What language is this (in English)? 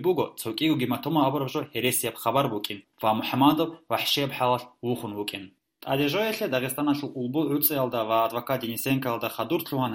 Avaric